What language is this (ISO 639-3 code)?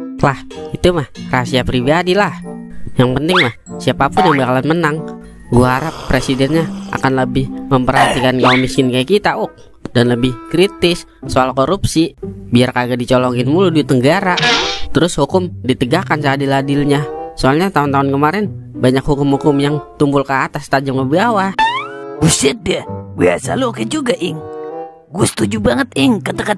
bew